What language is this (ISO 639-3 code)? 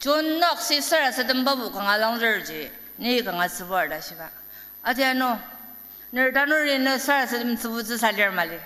njo